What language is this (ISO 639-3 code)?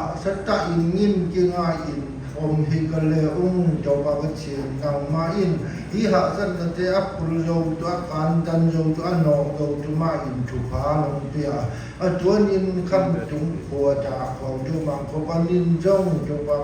csy